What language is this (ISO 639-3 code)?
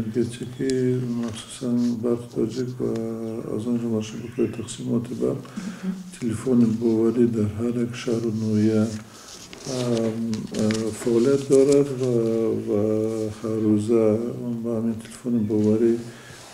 tgk